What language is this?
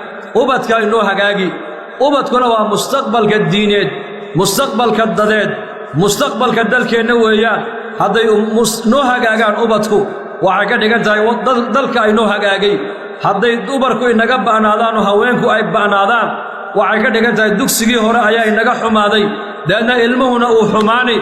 Somali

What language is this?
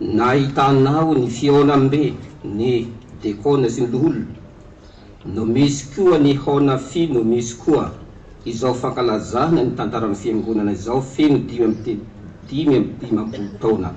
Malagasy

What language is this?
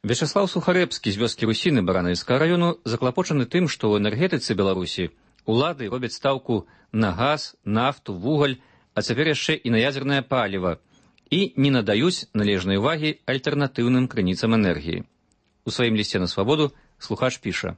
Belarusian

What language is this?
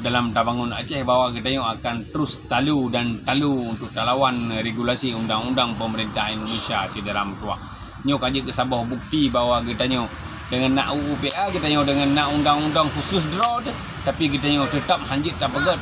Achinese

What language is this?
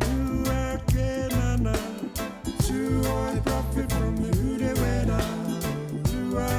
Māori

